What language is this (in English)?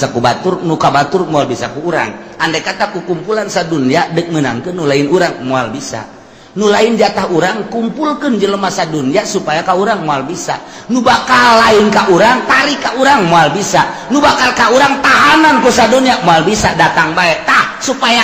Sundanese